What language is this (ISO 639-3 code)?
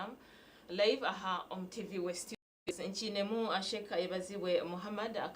nyn